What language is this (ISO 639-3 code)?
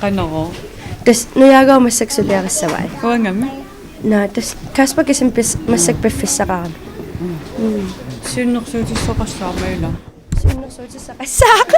kal